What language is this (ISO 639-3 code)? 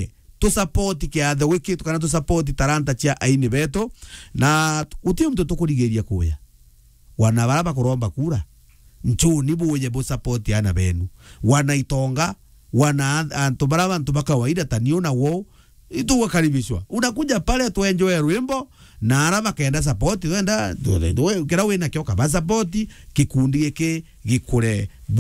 mer